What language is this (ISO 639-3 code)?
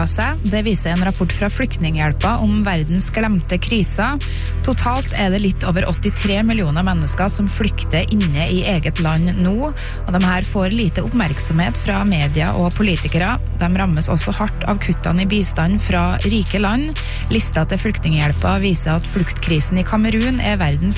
nor